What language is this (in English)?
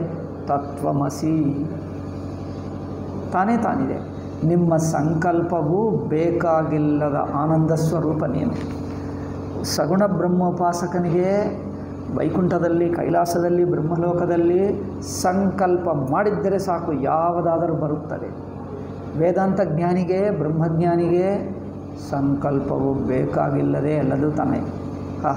Kannada